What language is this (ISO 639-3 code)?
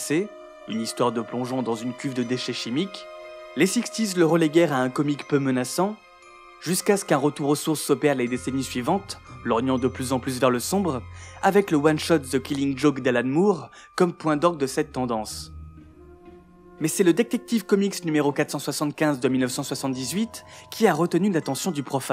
fra